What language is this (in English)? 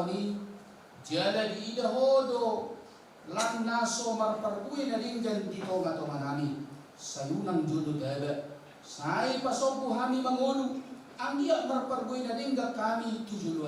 Batak Toba